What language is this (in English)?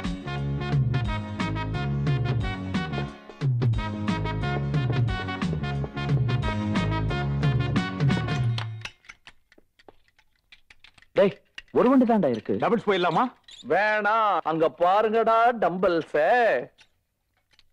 Tamil